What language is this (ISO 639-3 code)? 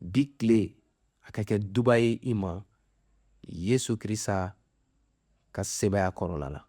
bam